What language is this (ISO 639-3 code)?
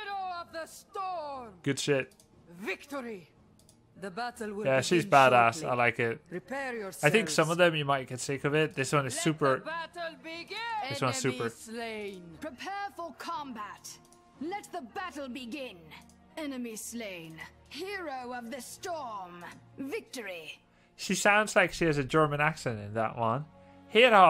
eng